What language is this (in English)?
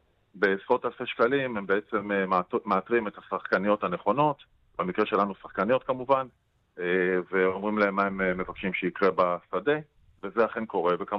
Hebrew